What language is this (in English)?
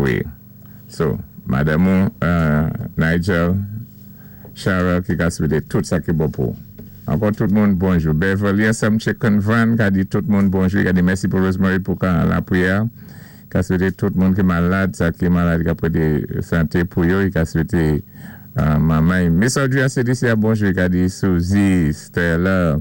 Saint Lucian Creole French